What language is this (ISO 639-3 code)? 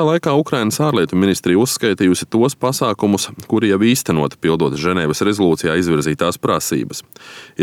lav